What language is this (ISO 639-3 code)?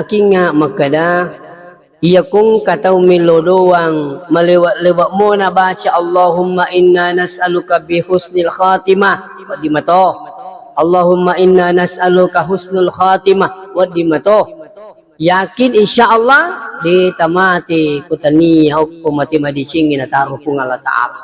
bug